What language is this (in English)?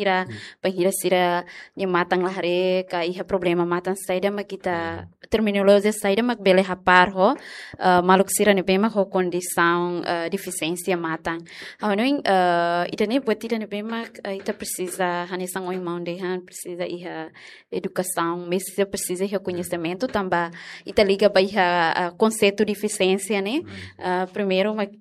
Tetum